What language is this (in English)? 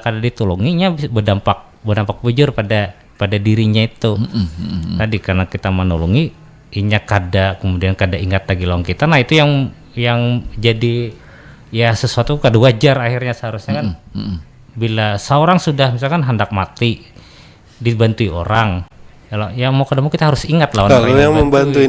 Banjar